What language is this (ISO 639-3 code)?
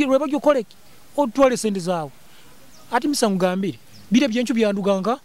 nyo